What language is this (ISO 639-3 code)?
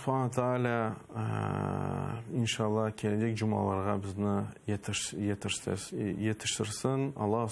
crh